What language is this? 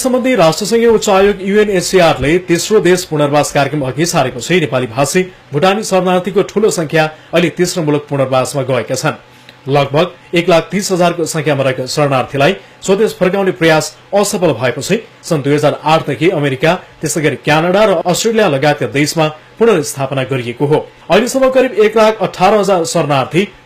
Nepali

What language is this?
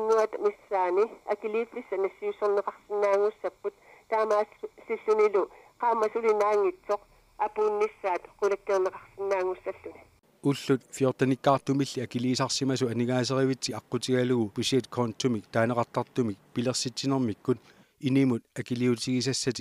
Kalaallisut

